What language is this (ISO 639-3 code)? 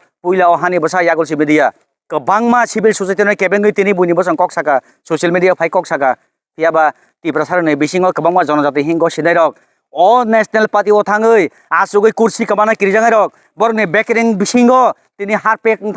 trp